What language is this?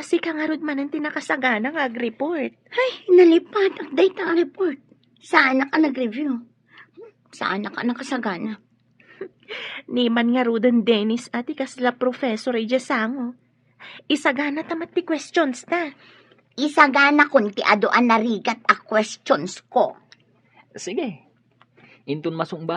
Iloko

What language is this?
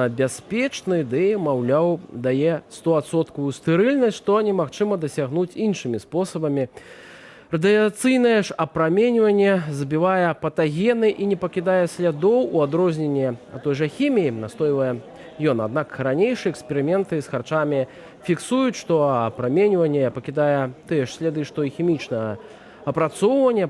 Belarusian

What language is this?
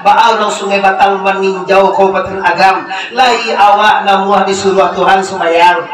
Minangkabau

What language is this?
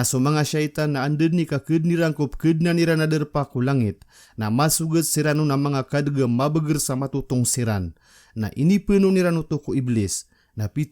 Maranao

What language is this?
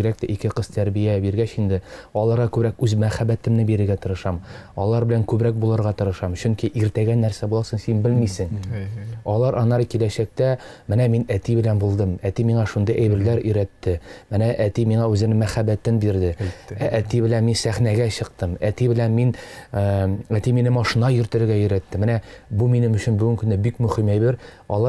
Tatar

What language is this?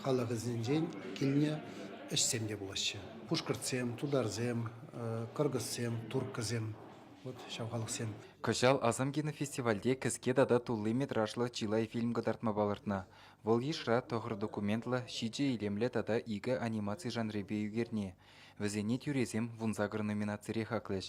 Chuvash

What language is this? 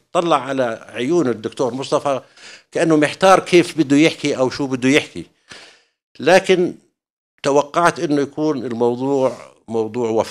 North Levantine Arabic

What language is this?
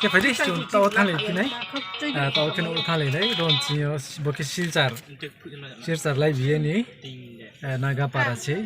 Riang (India)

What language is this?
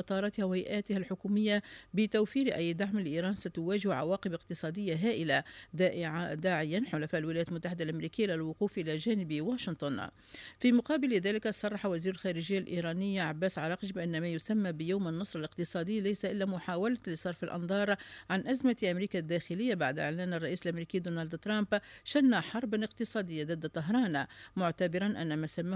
Tunisian Arabic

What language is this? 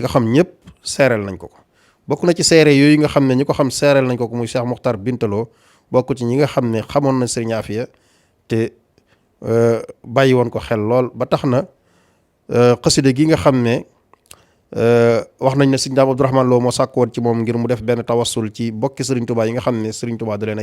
Wolof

